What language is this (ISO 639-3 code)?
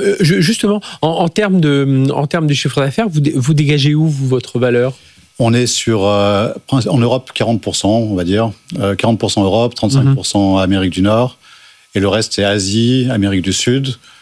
fra